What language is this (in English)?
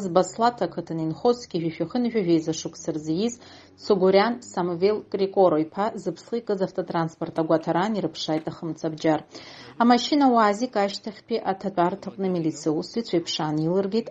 Abkhazian